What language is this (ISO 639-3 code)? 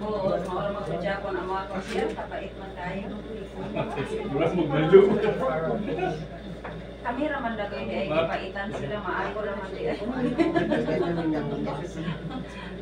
ceb